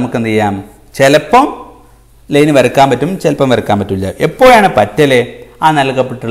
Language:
Malayalam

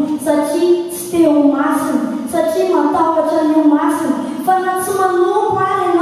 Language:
Malagasy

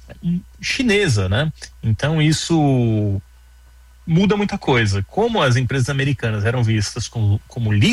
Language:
Portuguese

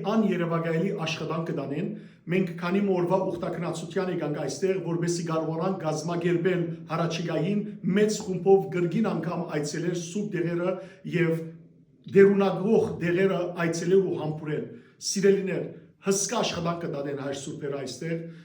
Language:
Western Armenian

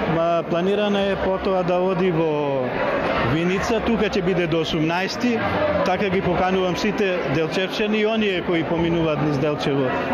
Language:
Macedonian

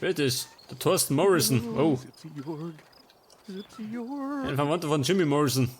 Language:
Bavarian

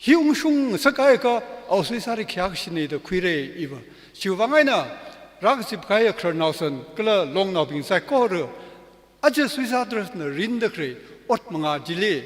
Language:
Tangkhul Naga (India)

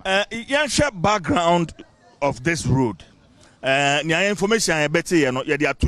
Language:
Akan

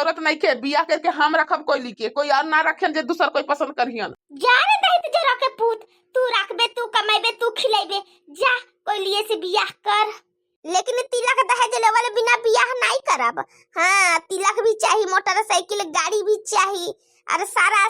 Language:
Bhojpuri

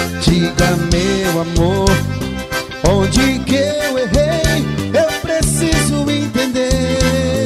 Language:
Portuguese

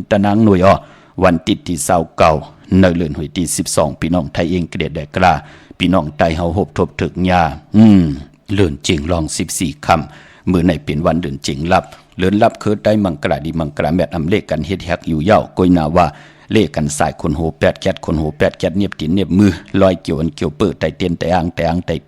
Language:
Shan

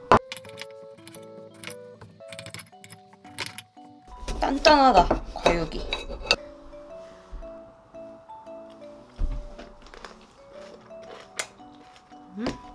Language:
Korean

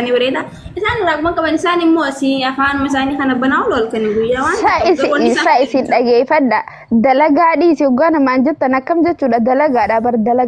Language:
Oromo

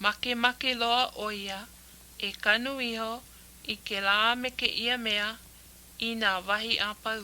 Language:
Hawaiian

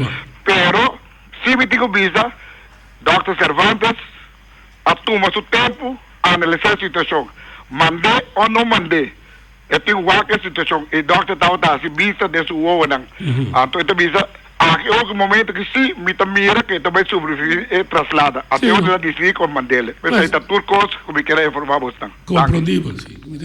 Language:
Papiamento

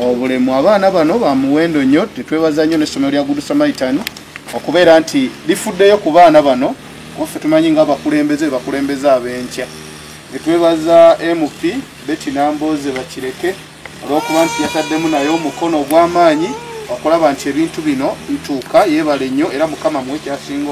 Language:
Ganda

